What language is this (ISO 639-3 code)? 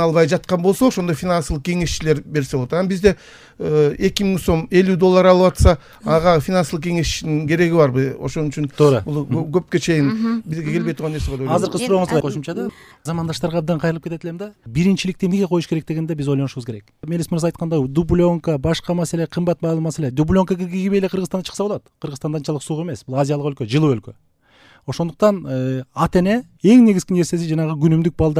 kir